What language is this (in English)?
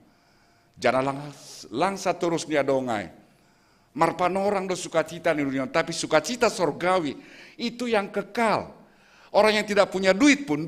Batak Simalungun